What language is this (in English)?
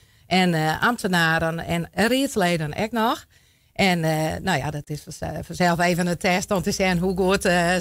Western Frisian